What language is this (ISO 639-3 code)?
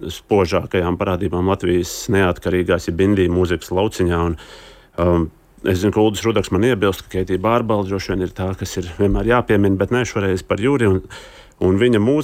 lav